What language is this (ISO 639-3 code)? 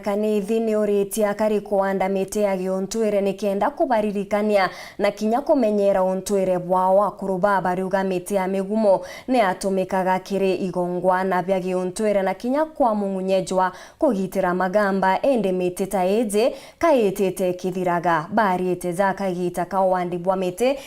mer